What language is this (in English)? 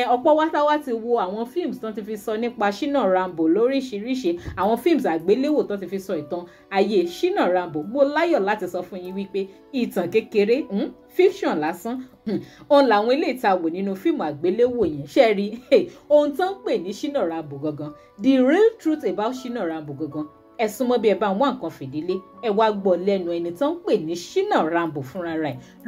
Yoruba